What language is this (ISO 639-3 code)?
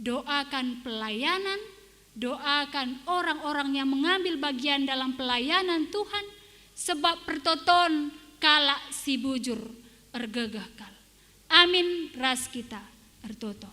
btx